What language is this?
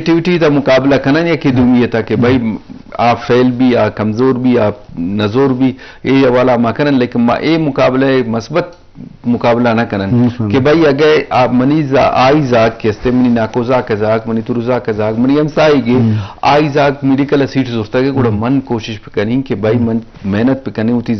Eastern Balochi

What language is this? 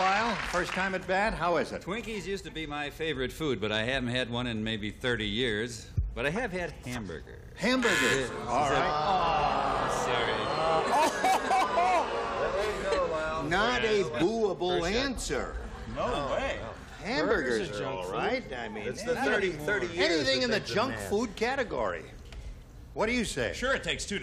English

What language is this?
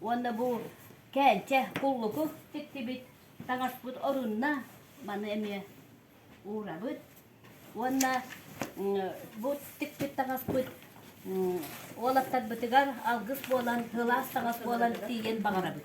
Yakut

